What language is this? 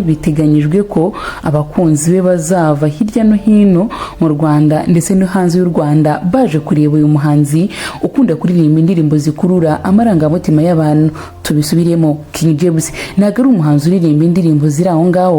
Kinyarwanda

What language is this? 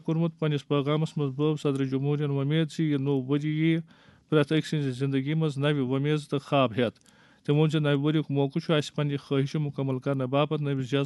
Kashmiri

